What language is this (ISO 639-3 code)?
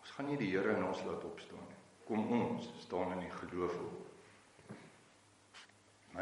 afr